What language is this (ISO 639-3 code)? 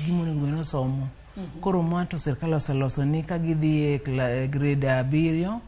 luo